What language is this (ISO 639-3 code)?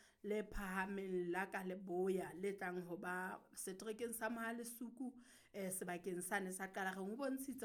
sot